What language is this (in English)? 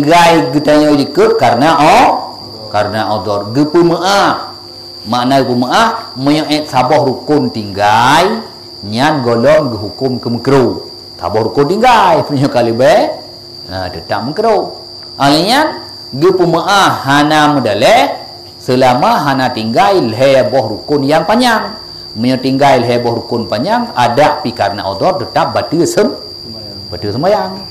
Achinese